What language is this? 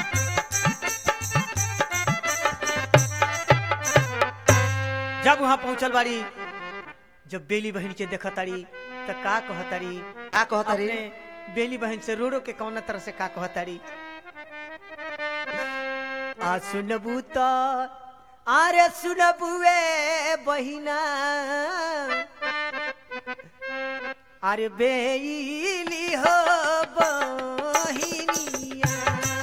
Bhojpuri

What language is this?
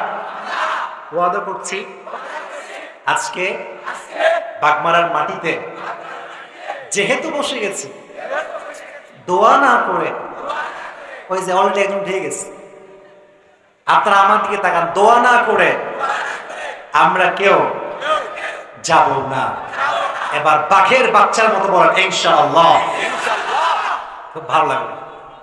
Bangla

